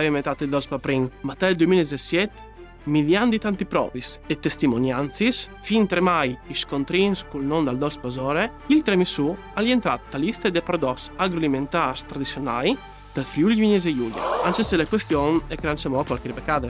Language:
Friulian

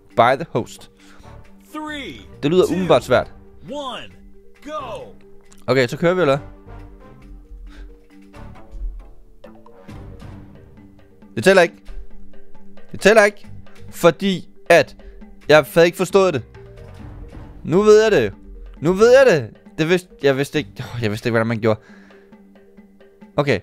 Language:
Danish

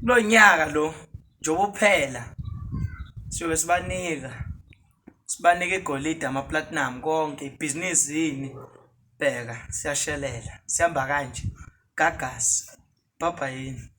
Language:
Zulu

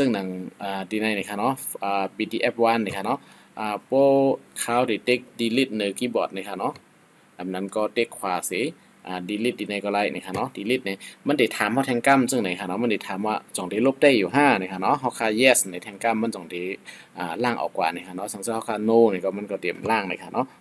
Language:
Shan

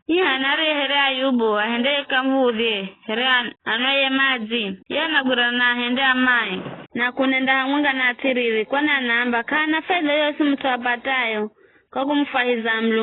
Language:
Giryama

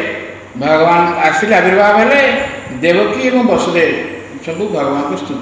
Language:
Odia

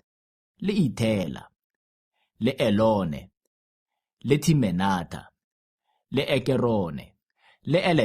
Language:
Tswana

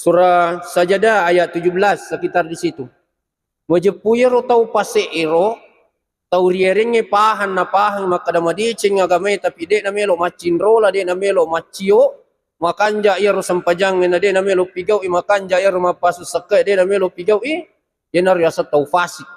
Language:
Buginese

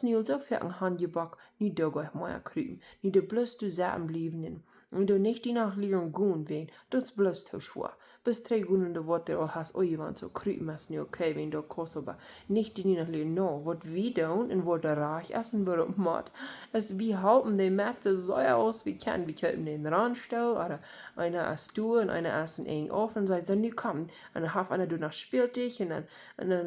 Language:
Plautdietsch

